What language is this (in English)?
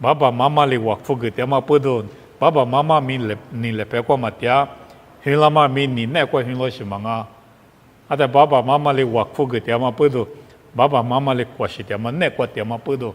Lisu